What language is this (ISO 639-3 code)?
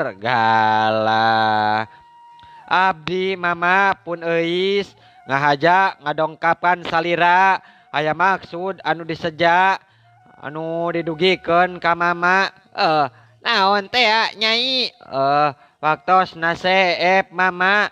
sun